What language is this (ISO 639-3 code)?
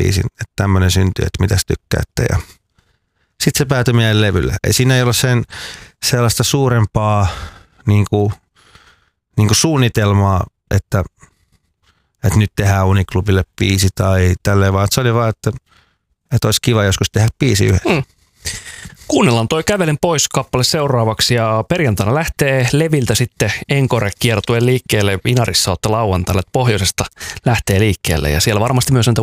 fin